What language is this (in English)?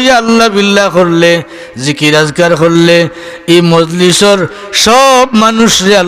Sylheti